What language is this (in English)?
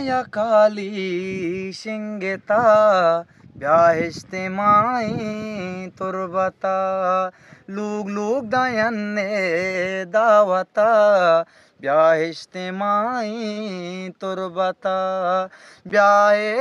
Eastern Balochi